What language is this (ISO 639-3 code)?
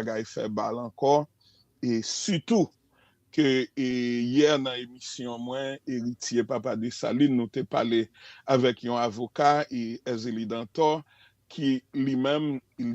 hat